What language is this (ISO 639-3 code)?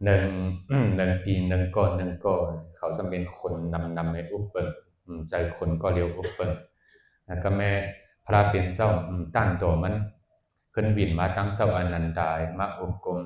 shn